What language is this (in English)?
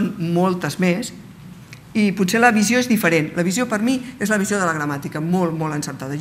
Catalan